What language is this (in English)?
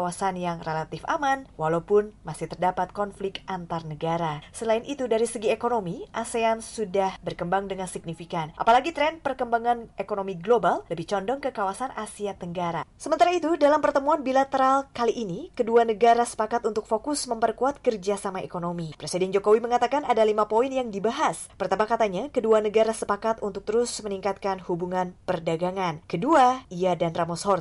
Indonesian